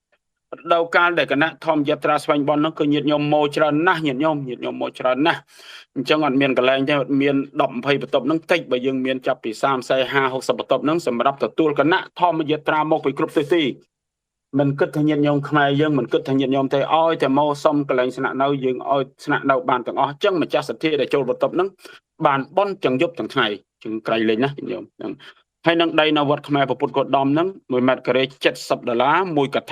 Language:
Khmer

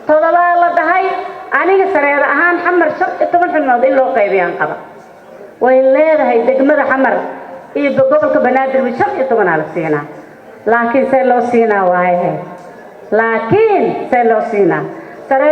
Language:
Somali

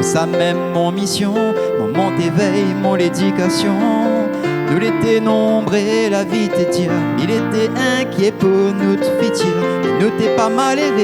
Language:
Réunion Creole French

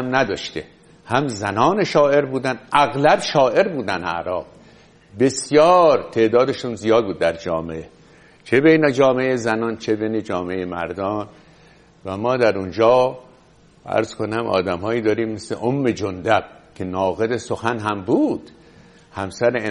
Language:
Persian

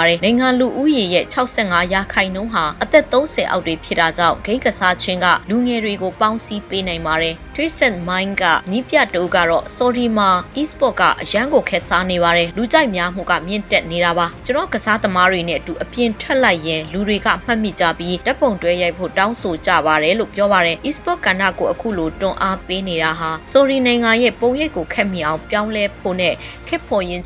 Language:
Burmese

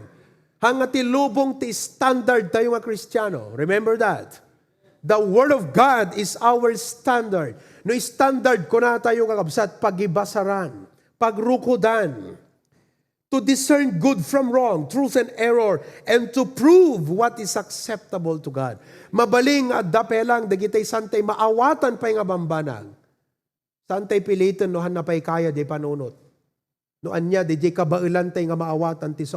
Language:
Iloko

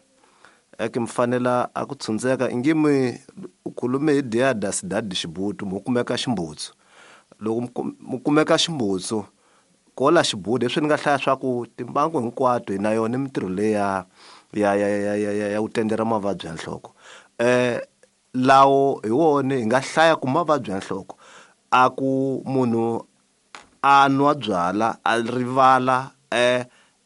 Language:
Tsonga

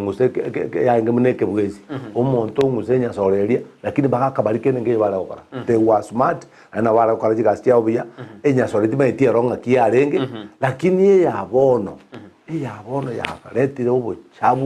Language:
Gusii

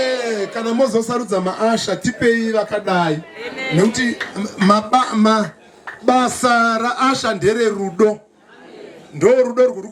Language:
Shona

